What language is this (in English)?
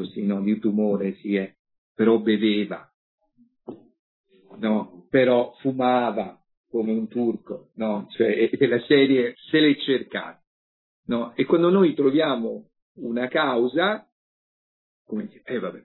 Italian